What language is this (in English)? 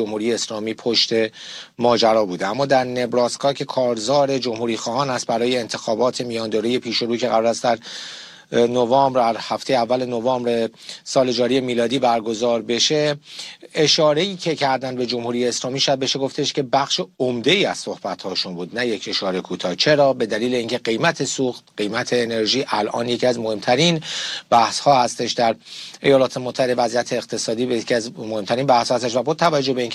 Persian